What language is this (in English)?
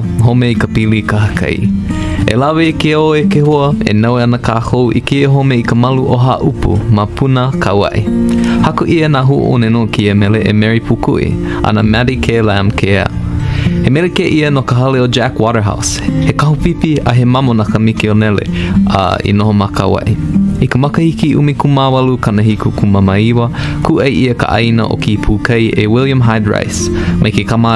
Hawaiian